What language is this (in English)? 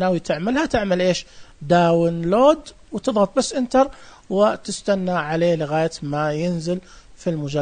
Najdi Arabic